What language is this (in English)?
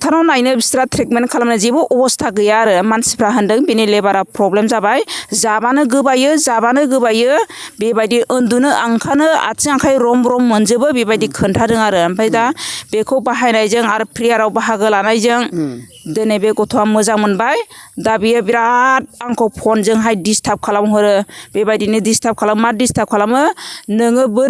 Bodo